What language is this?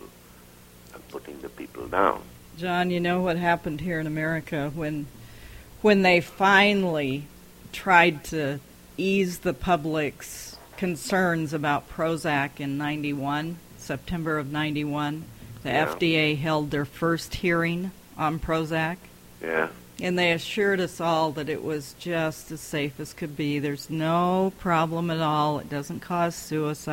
English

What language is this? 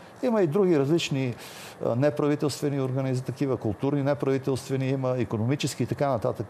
Bulgarian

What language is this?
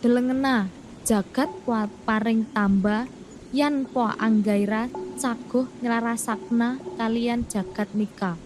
Javanese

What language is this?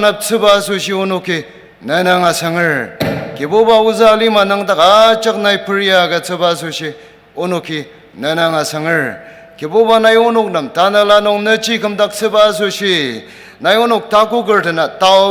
Ao Naga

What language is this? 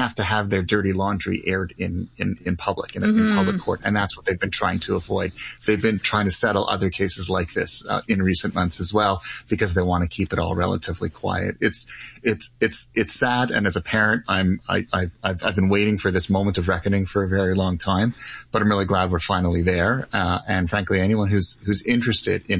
English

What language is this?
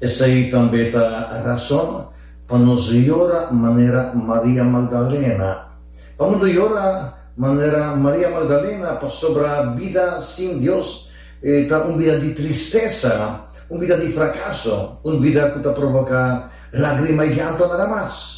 Papiamento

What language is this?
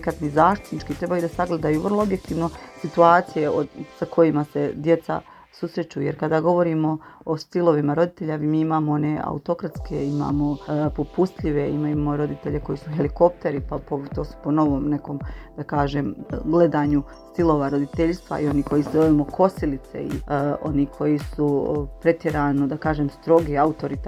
Bosnian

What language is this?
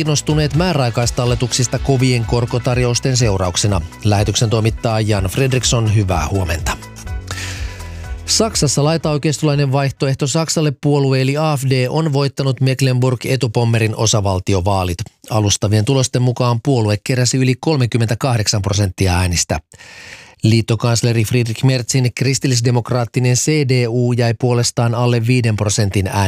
Finnish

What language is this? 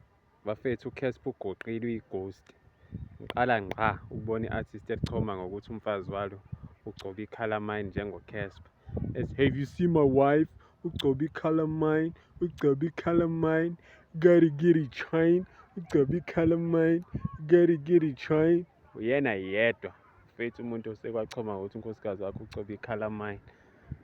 Zulu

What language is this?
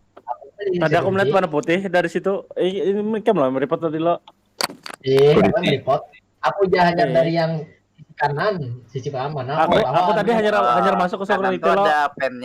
Banjar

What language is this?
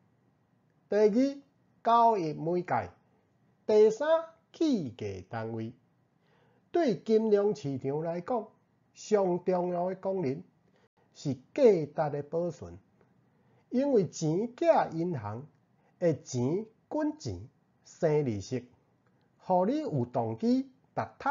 Min Nan Chinese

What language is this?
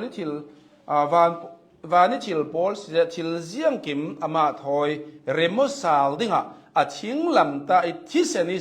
Hakha Chin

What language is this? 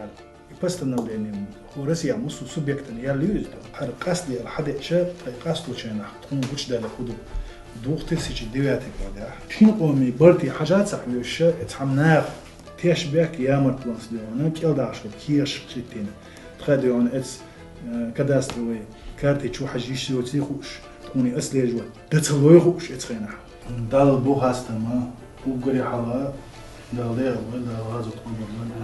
Chechen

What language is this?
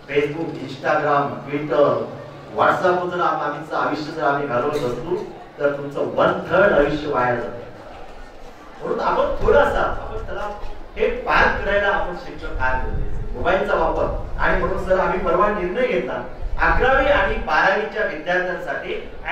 Marathi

